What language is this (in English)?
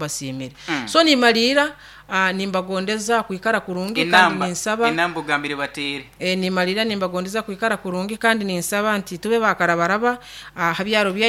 Nyoro